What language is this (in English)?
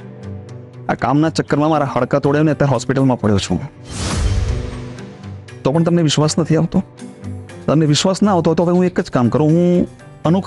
Gujarati